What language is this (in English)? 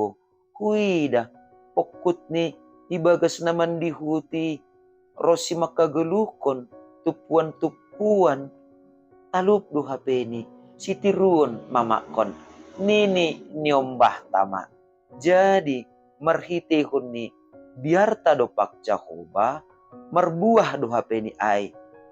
Batak Simalungun